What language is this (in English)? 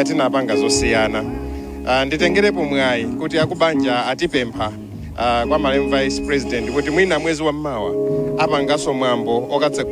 Nyanja